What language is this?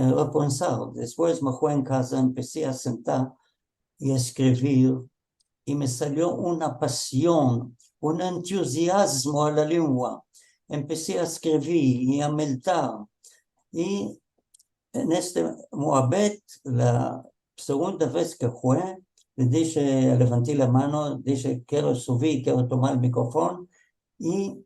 Ladino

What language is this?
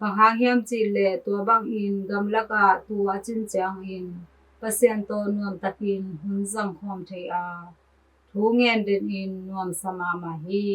Tedim Chin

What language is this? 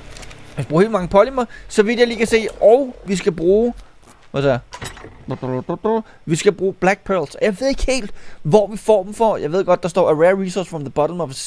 Danish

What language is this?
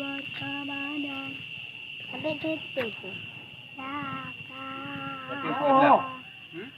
Achinese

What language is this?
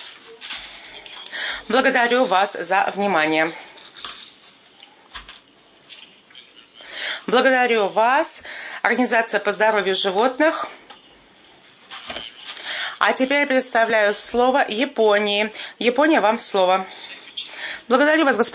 Russian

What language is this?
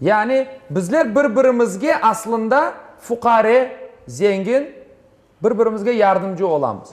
Crimean Tatar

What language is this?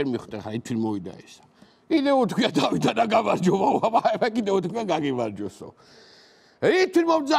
Georgian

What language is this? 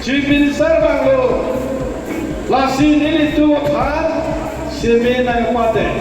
Karbi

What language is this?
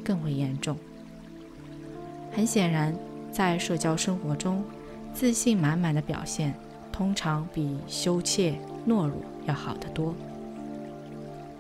Chinese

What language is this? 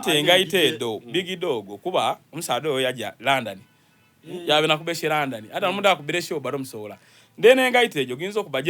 Soga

